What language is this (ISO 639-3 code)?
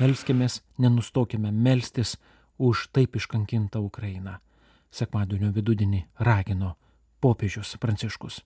lit